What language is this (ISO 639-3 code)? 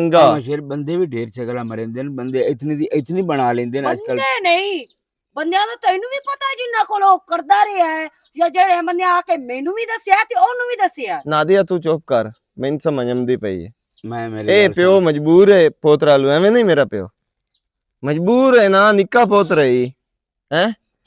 lah